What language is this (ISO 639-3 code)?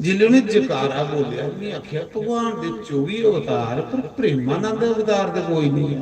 doi